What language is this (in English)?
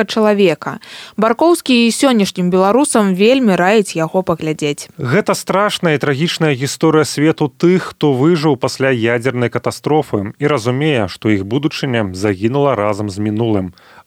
Belarusian